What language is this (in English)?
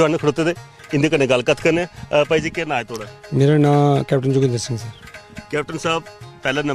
Dogri